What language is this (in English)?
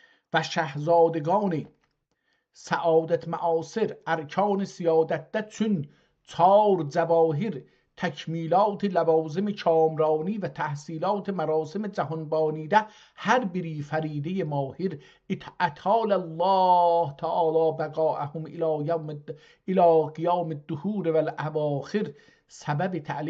South Azerbaijani